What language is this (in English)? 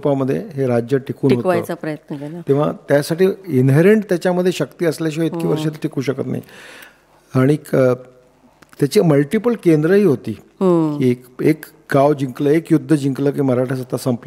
Marathi